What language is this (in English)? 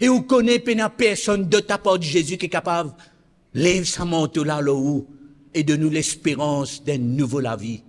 Morisyen